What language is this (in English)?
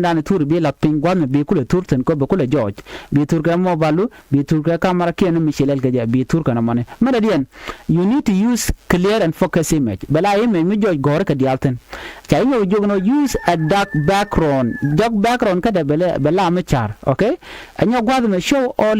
Nuer